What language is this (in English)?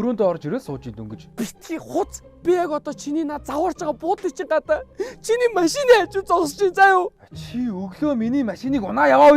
Mongolian